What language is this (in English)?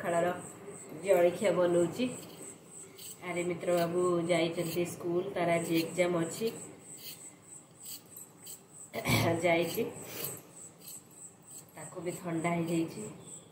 Odia